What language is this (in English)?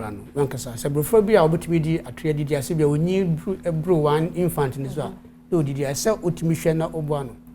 Akan